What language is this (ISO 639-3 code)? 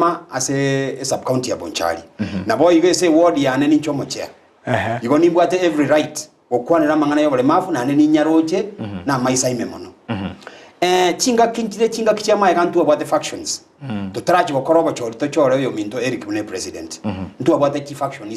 guz